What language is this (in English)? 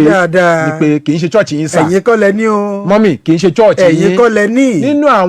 Yoruba